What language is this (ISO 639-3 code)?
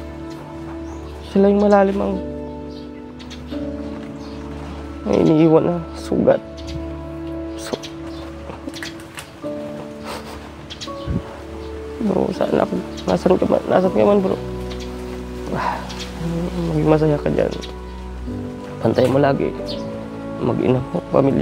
fil